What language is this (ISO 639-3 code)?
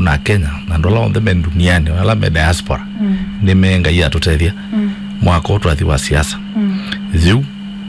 kam